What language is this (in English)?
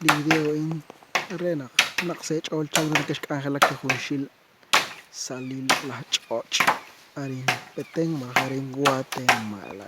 Kekchí